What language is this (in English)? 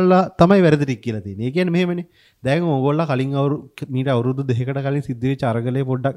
Sinhala